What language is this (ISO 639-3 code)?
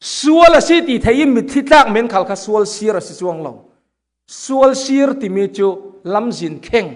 cfm